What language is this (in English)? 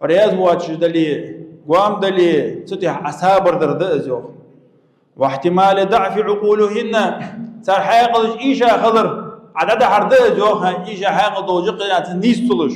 Ingush